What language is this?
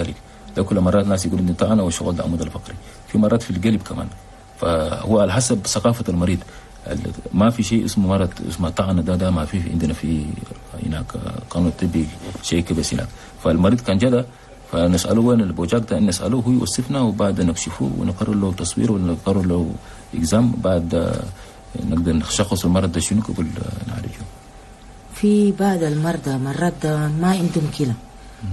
Chadian Arabic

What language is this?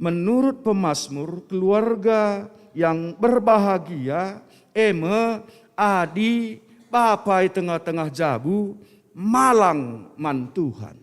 Batak Karo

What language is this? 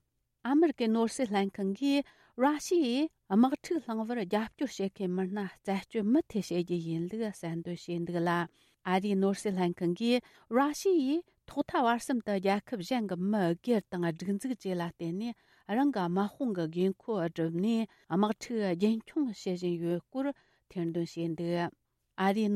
Tibetan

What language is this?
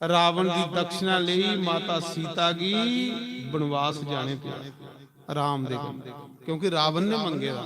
Dogri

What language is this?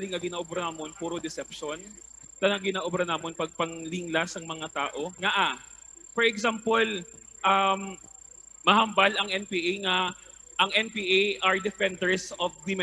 Hiligaynon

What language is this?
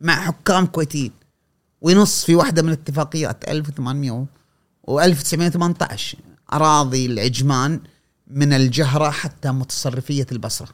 Gulf Arabic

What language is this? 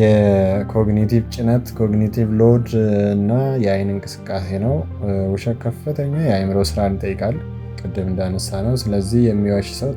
Amharic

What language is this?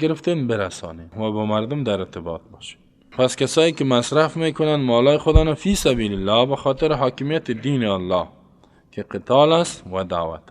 Persian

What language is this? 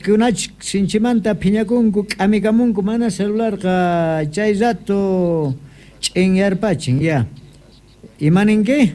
South Bolivian Quechua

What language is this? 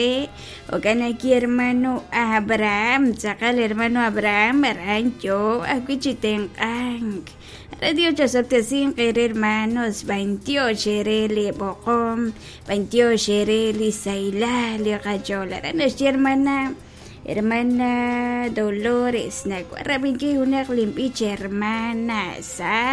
Kekchí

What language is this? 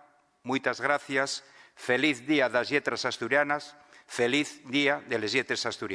Asturian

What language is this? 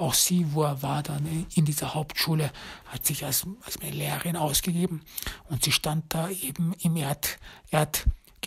German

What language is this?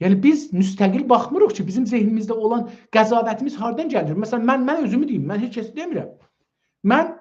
South Azerbaijani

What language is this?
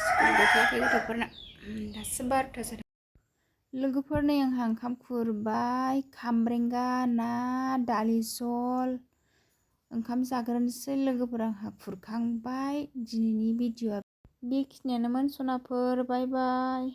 Bodo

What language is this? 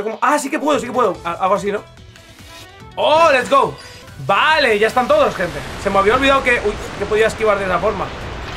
Spanish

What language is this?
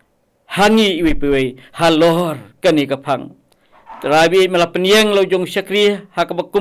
Khasi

